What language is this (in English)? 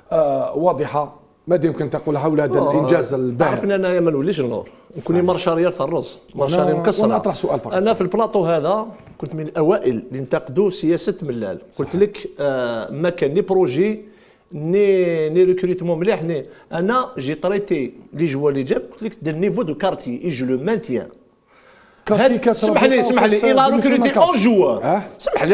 Algerian Arabic